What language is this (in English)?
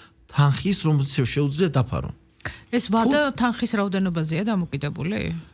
Georgian